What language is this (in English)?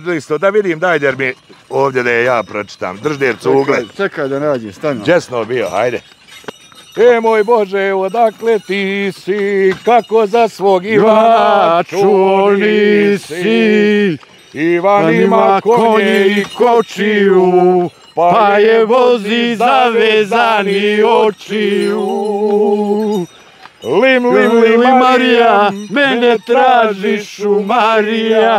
Bosnian